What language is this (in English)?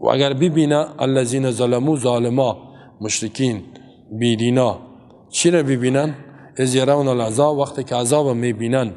Persian